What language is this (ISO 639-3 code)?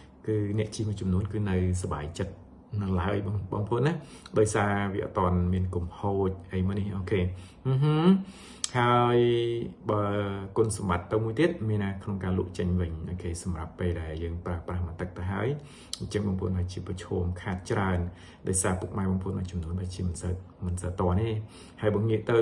khm